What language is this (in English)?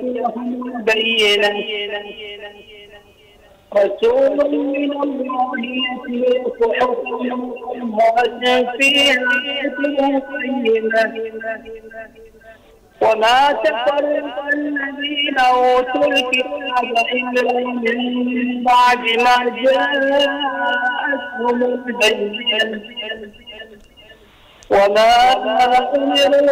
Arabic